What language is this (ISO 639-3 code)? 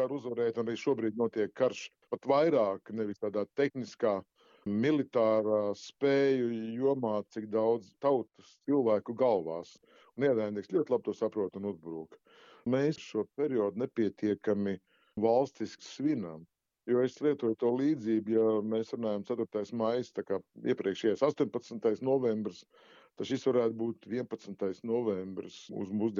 lav